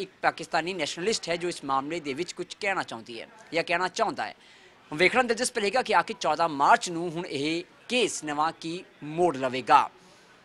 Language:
Punjabi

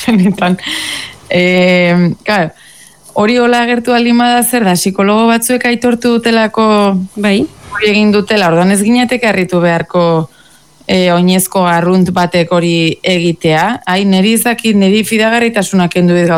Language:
Basque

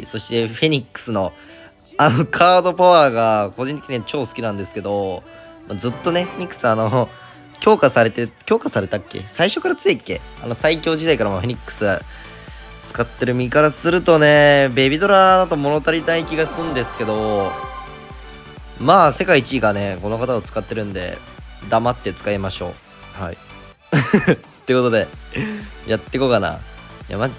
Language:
Japanese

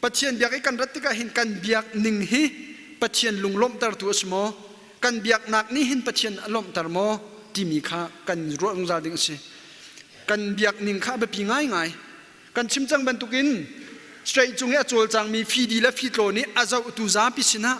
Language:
Hakha Chin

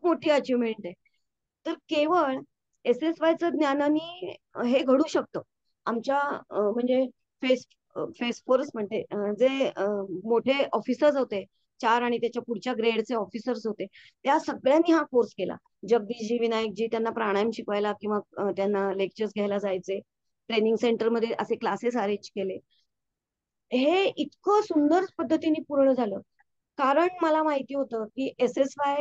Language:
Marathi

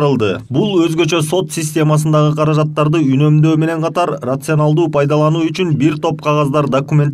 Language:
Kyrgyz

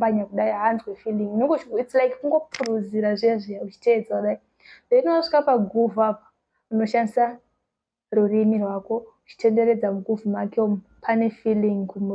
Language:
Shona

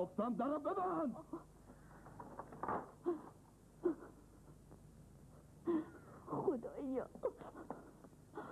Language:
Persian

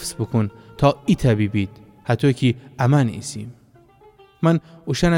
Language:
Gilaki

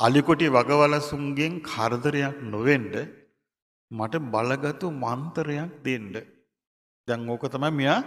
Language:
Sinhala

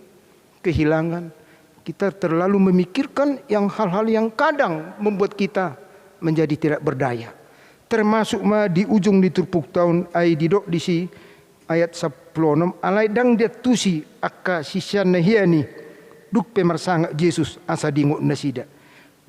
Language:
Batak Toba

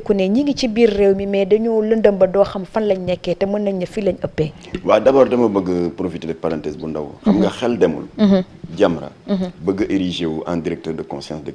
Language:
Wolof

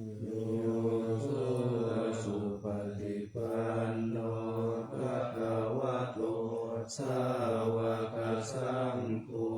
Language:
Pali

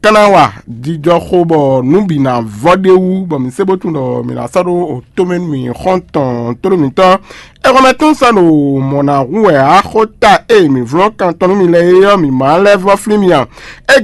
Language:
Fon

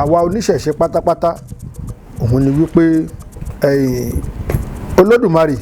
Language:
Yoruba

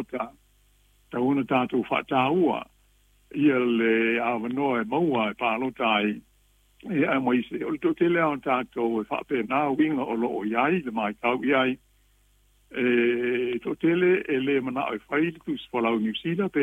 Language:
Samoan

